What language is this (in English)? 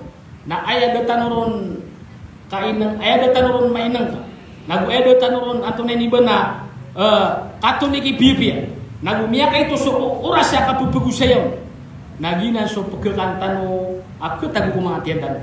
Maranao